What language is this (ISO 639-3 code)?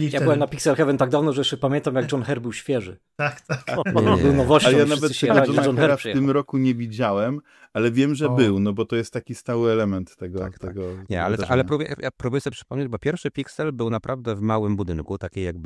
pol